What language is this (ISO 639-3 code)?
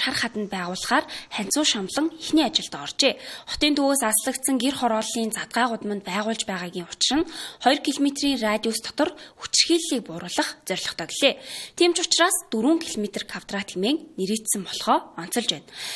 mon